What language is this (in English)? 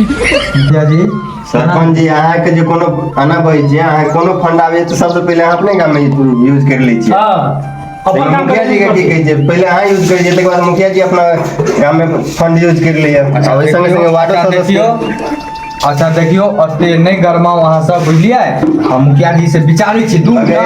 Maithili